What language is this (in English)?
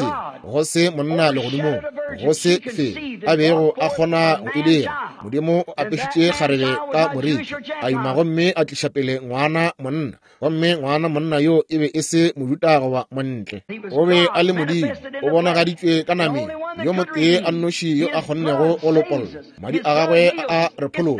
Northern Sotho